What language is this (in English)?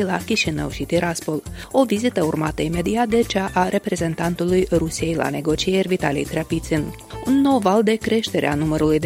Romanian